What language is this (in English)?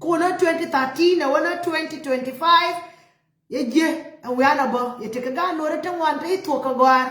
Nuer